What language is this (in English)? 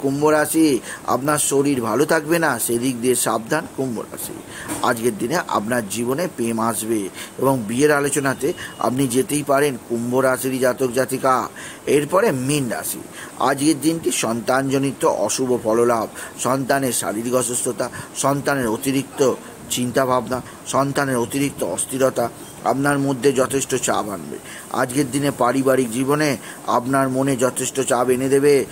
Bangla